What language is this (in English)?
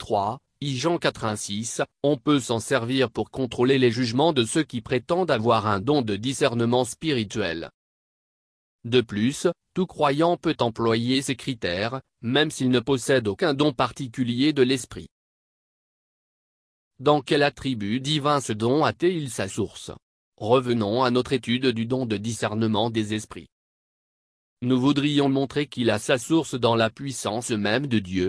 French